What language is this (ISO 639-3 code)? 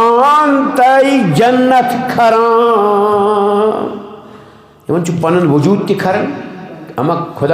kas